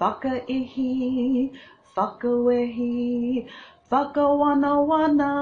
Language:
Māori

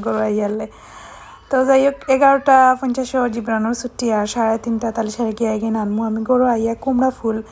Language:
Sylheti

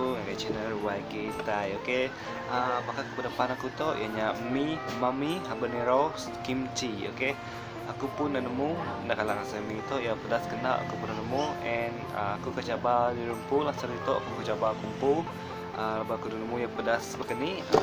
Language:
Iban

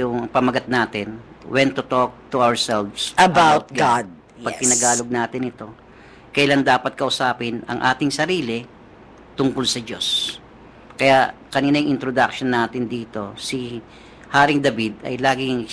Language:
Filipino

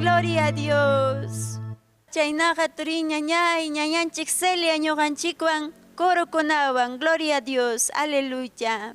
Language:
Ayacucho Quechua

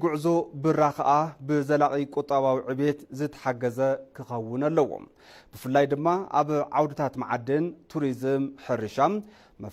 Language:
Tigrinya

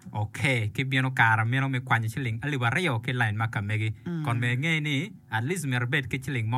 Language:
Acoli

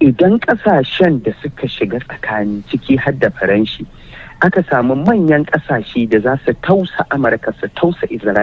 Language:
Hausa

